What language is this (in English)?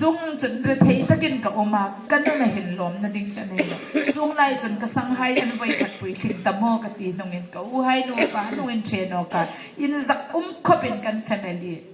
Hmar